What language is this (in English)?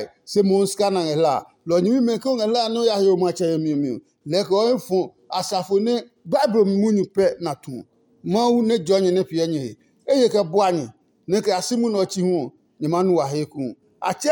Adangme